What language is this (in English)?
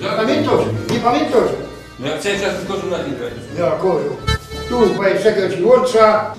Silesian